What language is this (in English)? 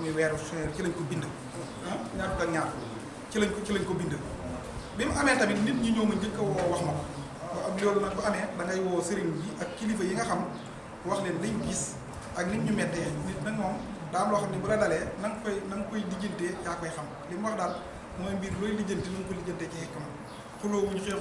Wolof